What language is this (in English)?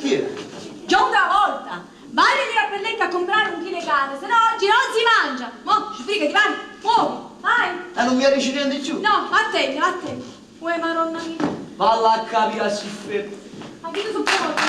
Neapolitan